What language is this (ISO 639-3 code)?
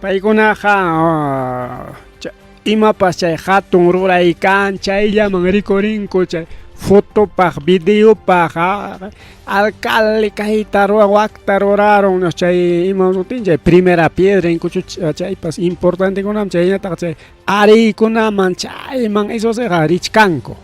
quy